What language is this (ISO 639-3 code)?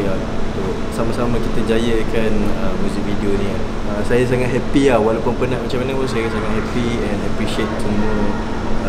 msa